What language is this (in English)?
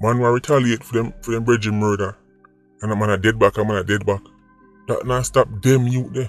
Jamaican Creole English